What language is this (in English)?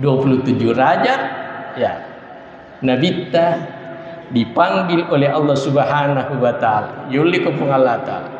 Buginese